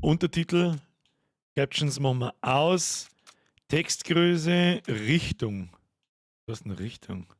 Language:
Bavarian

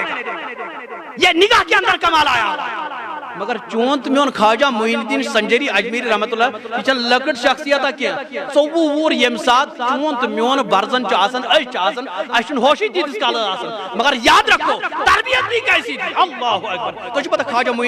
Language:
Kashmiri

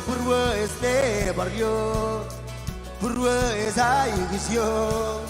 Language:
Marshallese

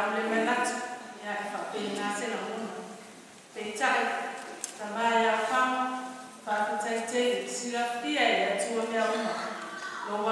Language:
Samoan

